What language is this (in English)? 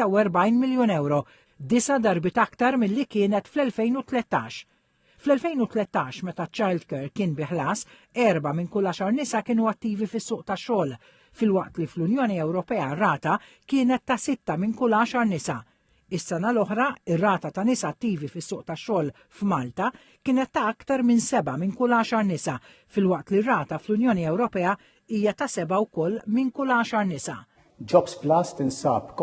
Maltese